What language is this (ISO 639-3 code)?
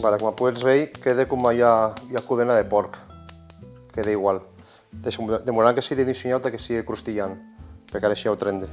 oci